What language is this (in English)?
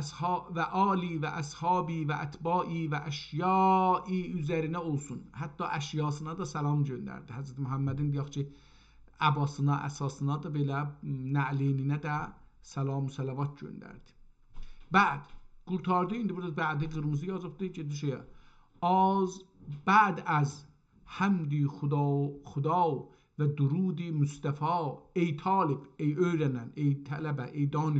South Azerbaijani